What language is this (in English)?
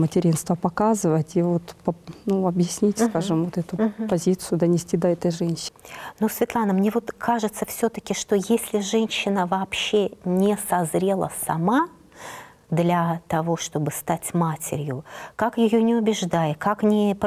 Russian